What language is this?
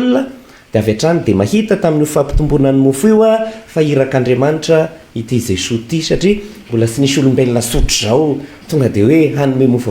Malagasy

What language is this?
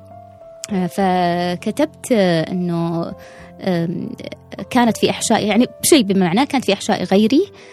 Gulf Arabic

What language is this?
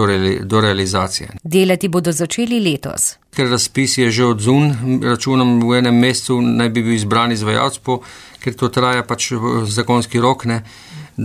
Slovenian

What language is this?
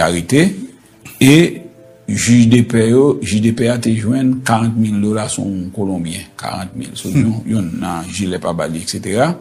Haitian Creole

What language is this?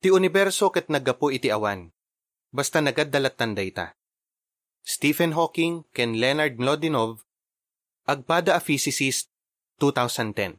Iloko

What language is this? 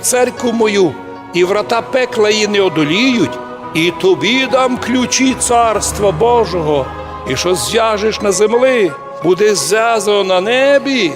Rusyn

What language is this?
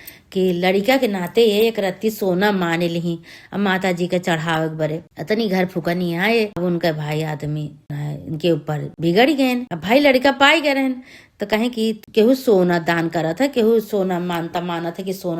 Awadhi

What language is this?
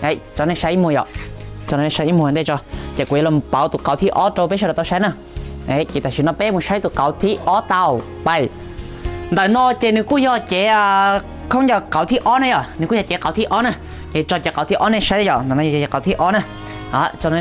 Hmong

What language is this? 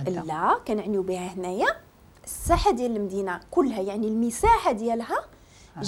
Moroccan Arabic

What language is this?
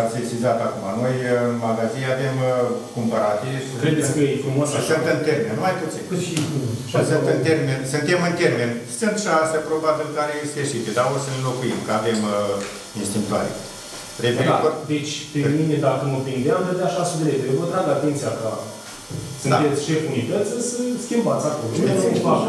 Romanian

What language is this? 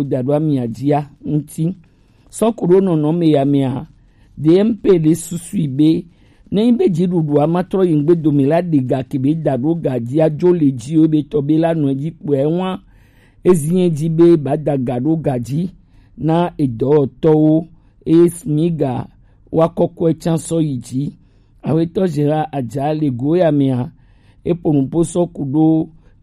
Gen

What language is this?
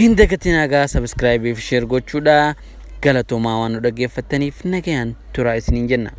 Oromo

